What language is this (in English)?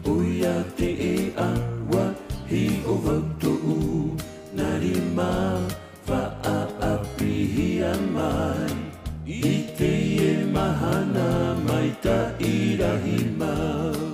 Tahitian